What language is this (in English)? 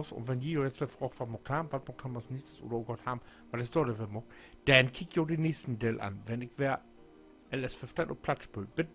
Low German